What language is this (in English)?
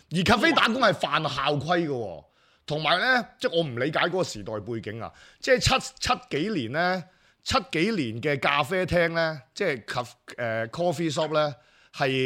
Cantonese